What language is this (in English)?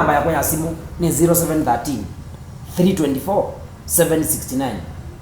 Kamba